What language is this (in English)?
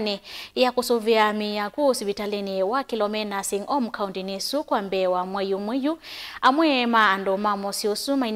Kamba